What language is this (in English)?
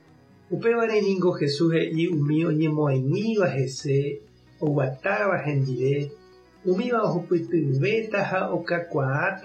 Guarani